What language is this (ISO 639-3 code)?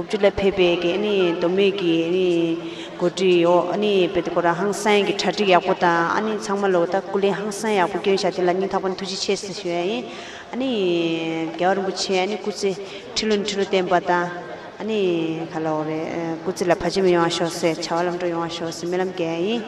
bod